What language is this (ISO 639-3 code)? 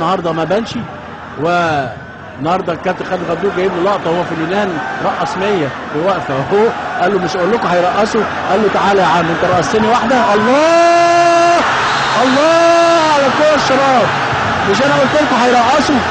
arz